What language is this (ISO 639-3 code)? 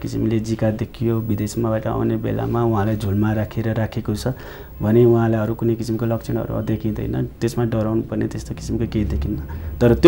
nep